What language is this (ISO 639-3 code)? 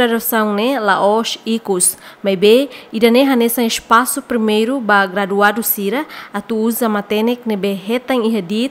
tet